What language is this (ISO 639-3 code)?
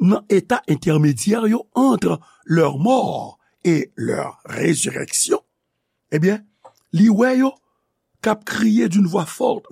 hat